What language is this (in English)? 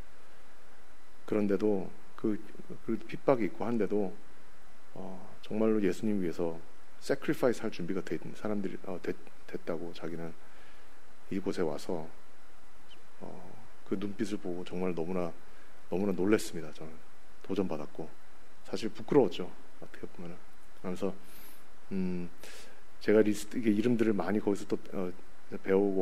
Korean